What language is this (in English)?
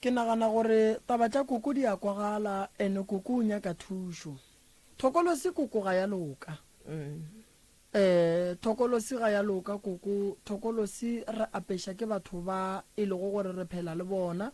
Northern Sotho